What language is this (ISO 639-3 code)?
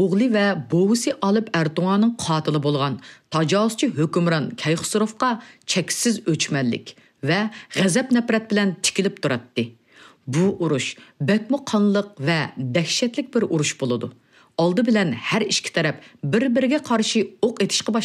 uig